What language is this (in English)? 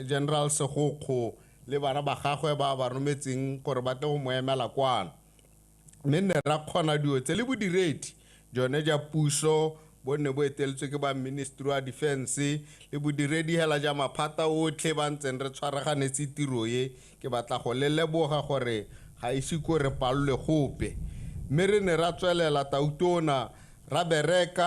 Tswana